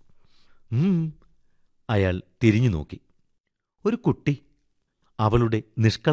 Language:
Malayalam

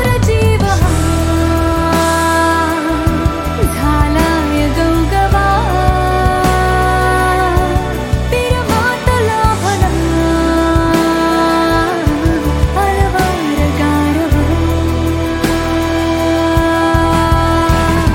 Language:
Marathi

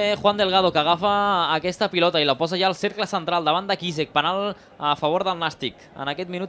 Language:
Catalan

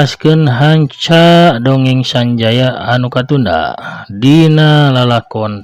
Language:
Sundanese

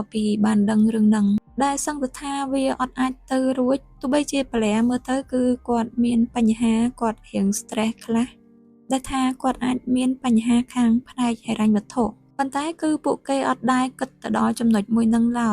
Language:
Khmer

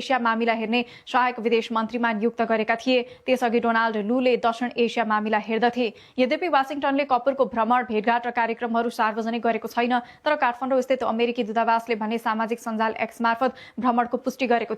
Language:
Nepali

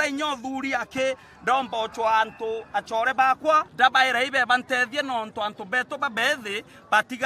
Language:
Meru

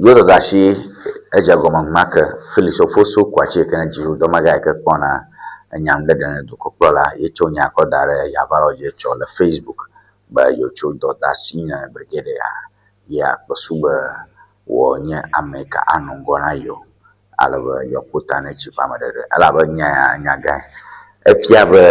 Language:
Ewe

